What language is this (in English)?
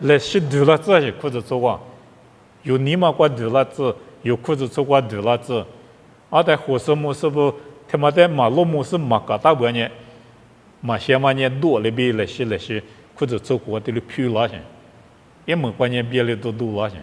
Lisu